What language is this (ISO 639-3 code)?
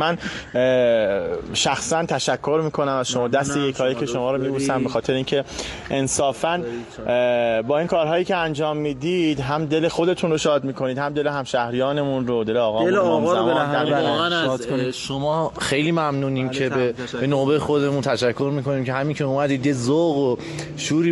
fas